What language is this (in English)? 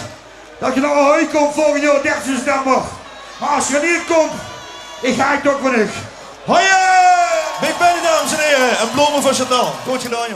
Limburgish